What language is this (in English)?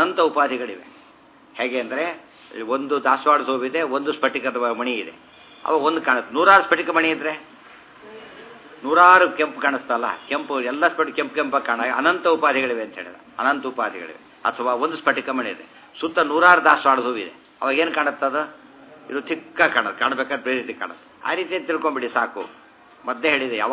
Kannada